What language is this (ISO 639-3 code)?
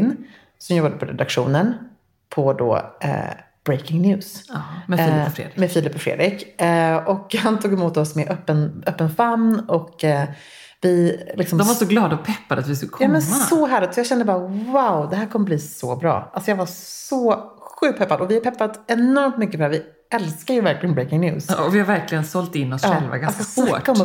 swe